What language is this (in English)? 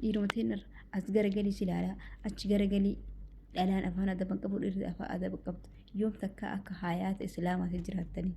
Oromo